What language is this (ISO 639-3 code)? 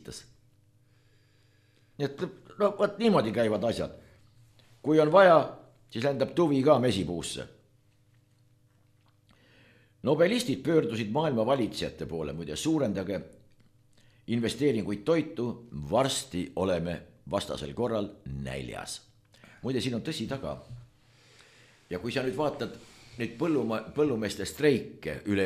est